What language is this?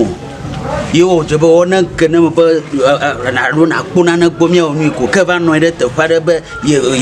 Ewe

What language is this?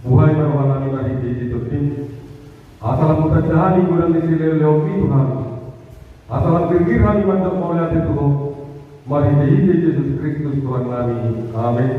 Batak Toba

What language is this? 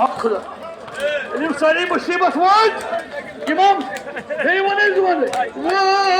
Kashmiri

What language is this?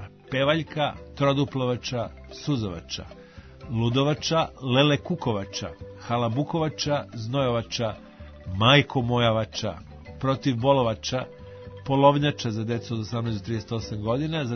Serbian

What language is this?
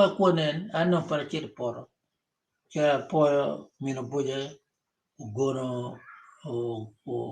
Acoli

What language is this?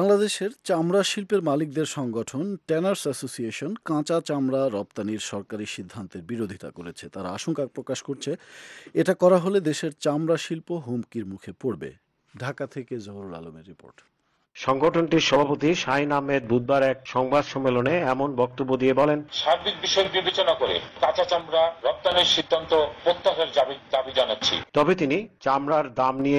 Bangla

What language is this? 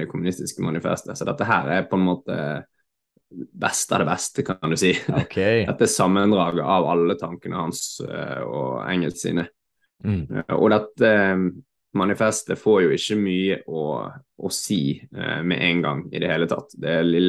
Norwegian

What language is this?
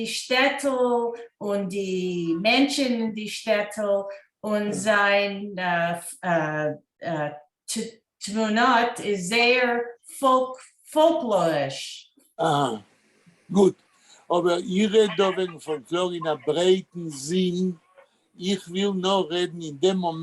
Yiddish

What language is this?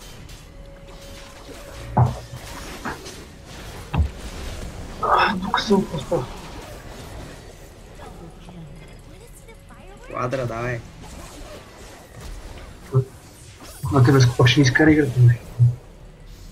Bulgarian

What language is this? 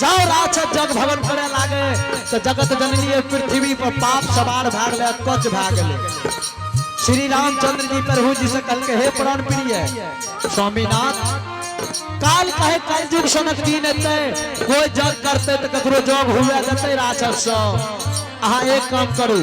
Angika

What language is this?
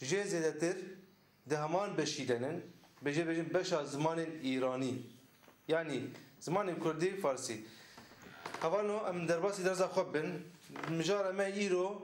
Kurdish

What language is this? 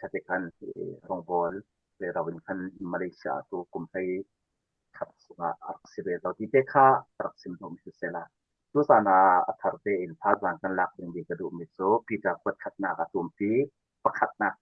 Falam Chin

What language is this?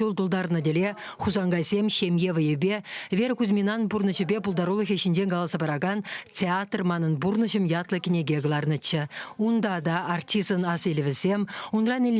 Chuvash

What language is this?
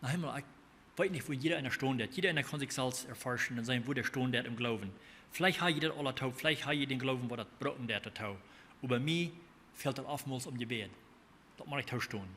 Plautdietsch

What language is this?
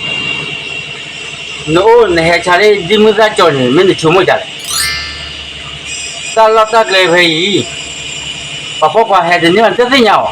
S'gaw Karen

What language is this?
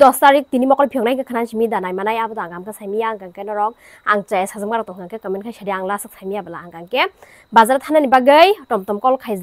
Kok Borok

